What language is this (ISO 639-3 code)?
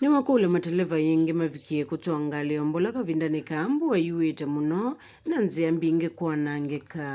kam